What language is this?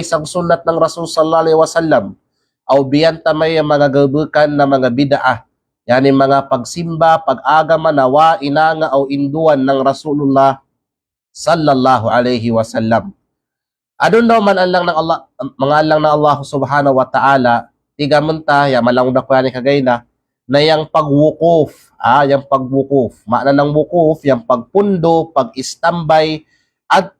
Kalagan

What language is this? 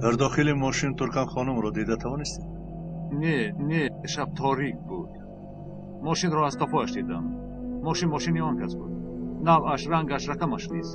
Tajik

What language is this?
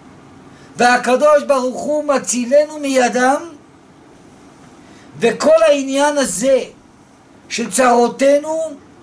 Hebrew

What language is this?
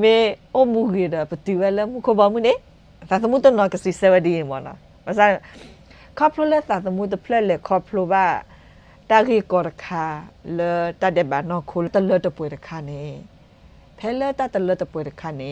S'gaw Karen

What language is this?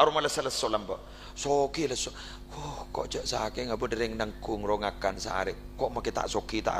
Madurese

